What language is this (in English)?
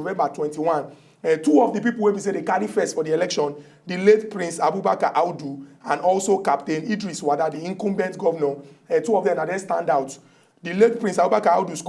Nigerian Pidgin